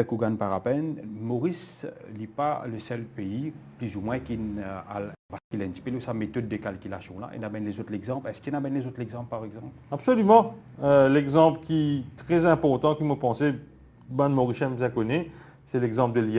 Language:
Morisyen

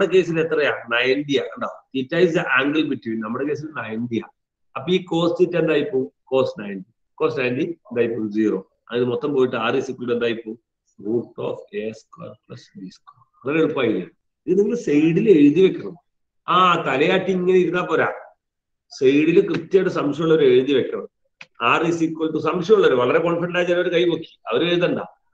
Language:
Malayalam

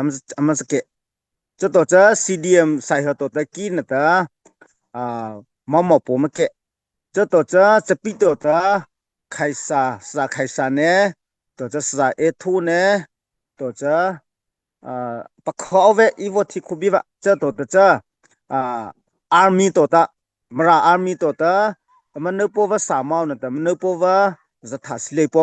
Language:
Mara Chin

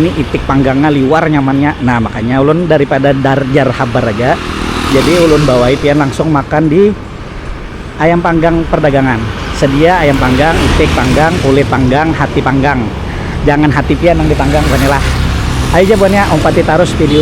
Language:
Banjar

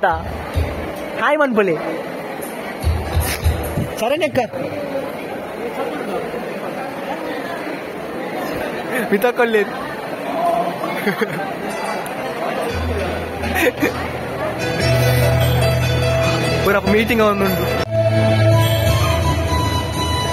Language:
Tulu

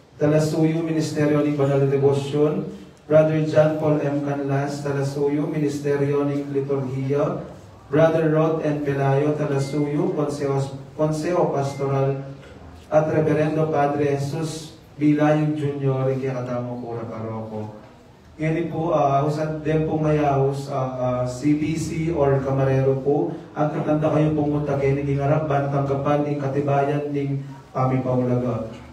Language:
Pampanga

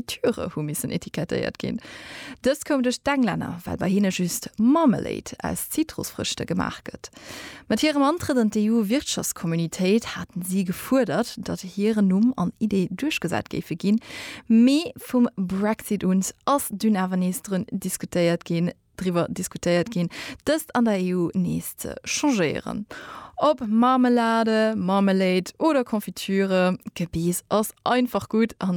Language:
Luxembourgish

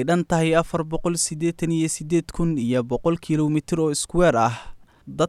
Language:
Somali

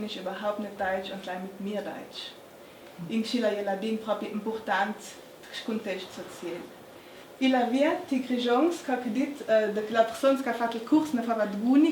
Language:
Ladin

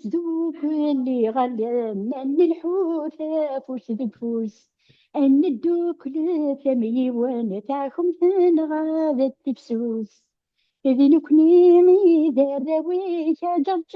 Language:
Kabyle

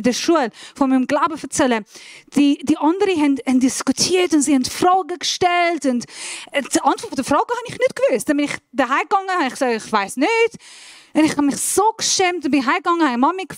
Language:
Swiss German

